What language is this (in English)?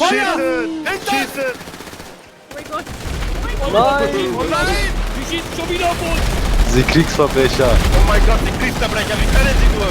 Swiss German